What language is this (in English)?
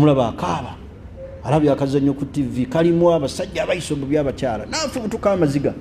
Ganda